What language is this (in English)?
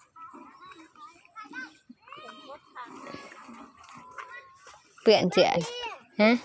Lao